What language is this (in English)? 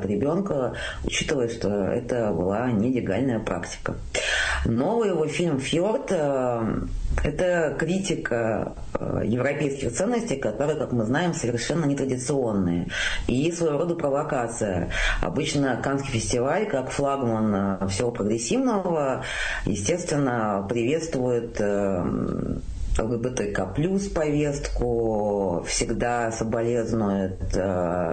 Russian